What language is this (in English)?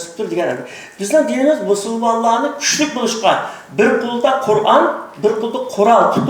Uyghur